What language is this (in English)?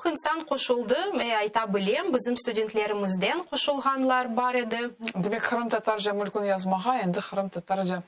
Crimean Tatar